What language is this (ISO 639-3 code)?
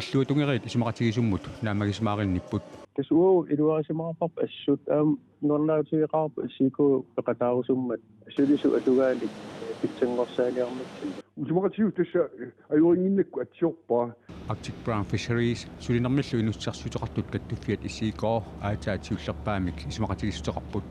kal